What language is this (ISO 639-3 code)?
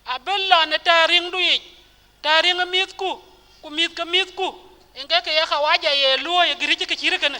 din